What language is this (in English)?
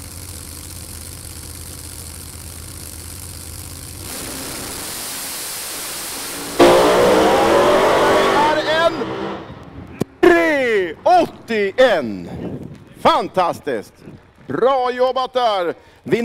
Swedish